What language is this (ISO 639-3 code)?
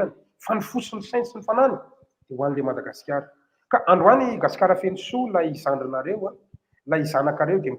mlg